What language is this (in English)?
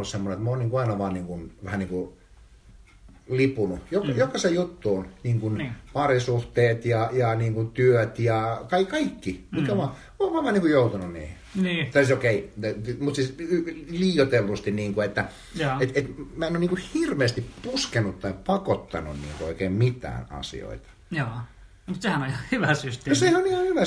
Finnish